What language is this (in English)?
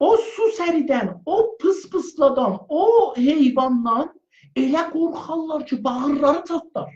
South Azerbaijani